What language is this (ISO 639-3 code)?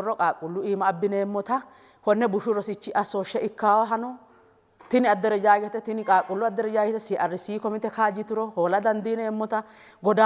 sid